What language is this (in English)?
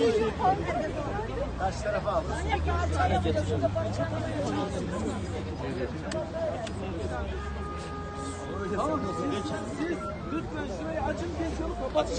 Turkish